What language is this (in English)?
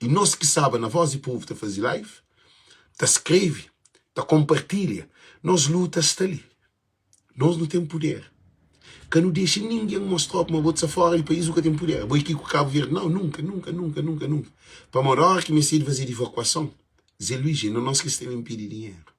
Kabuverdianu